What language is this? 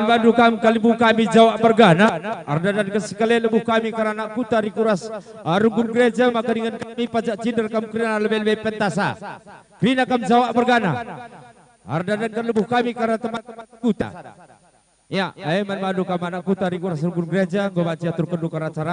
Batak Karo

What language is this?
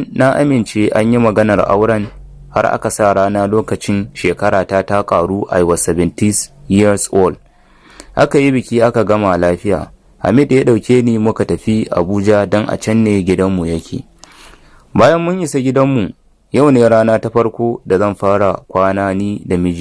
Hausa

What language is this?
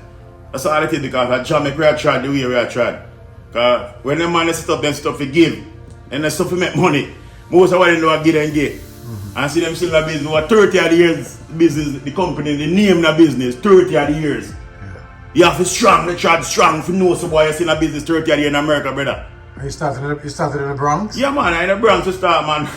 Jamaican Creole English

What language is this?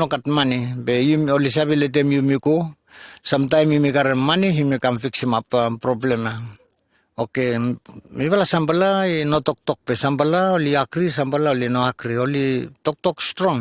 Bislama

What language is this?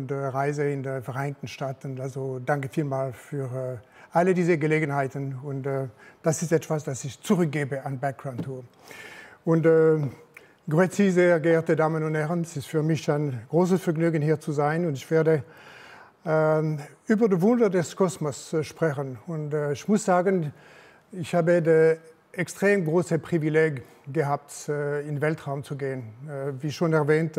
German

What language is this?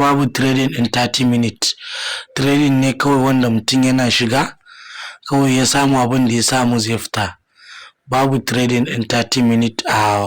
Hausa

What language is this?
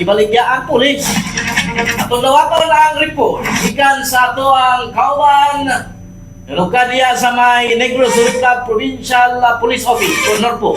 Cebuano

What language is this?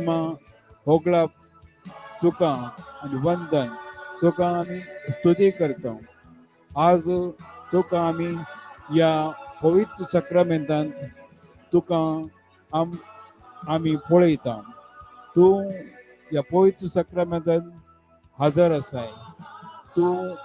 Konkani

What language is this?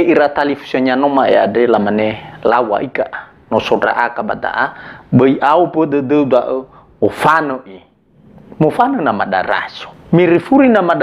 Nias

